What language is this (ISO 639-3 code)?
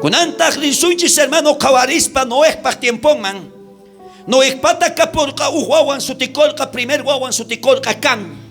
quh